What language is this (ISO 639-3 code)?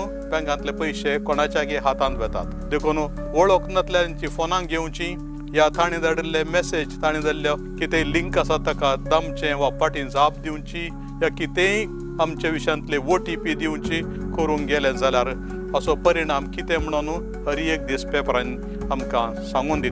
kok